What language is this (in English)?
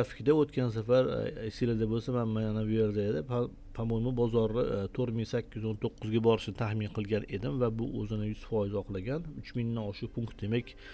Uzbek